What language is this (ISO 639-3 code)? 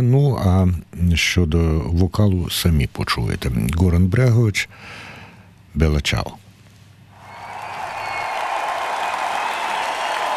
ukr